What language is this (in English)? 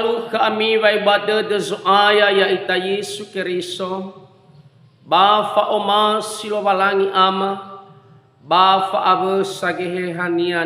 Nias